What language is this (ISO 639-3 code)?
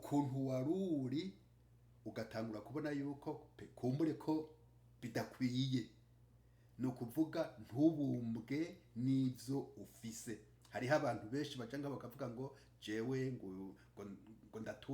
run